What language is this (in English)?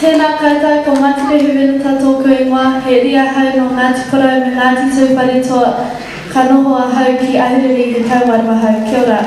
Māori